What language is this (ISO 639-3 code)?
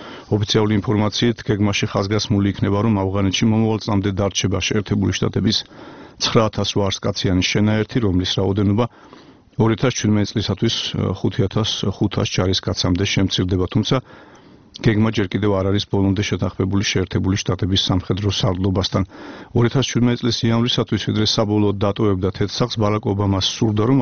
kat